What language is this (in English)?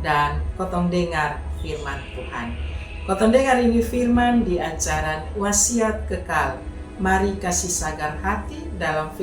Kupang Malay